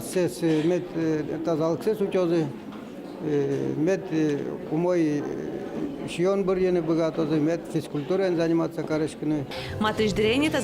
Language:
Udmurt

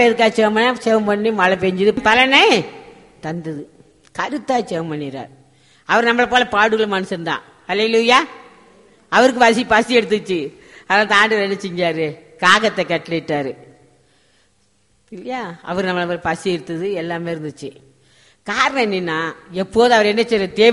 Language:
Tamil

